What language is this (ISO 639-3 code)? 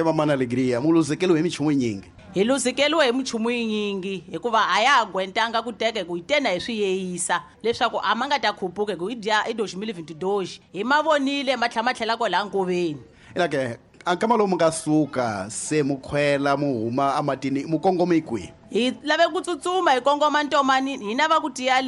tso